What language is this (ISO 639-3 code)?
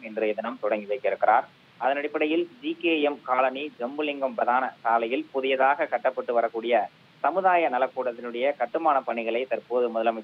tam